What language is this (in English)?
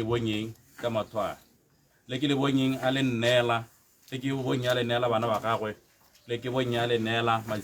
Tswana